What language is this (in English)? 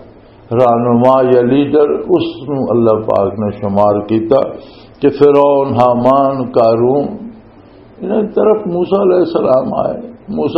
Western Panjabi